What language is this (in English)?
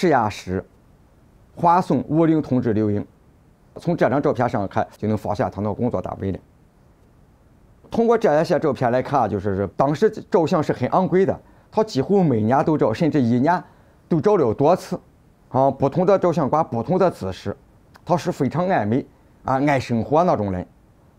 Chinese